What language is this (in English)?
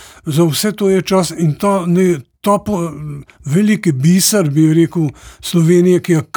Slovenian